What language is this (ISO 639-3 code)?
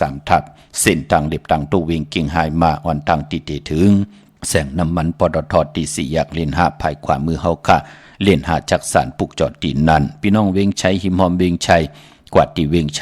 shn